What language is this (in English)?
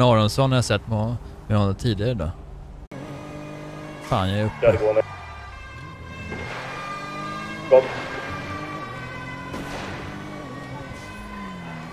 Swedish